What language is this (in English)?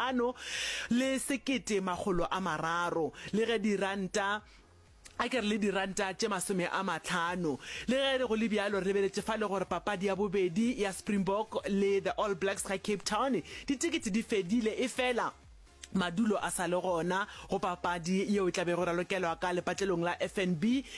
Northern Sotho